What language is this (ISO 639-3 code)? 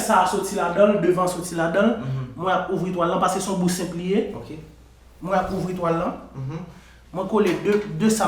hat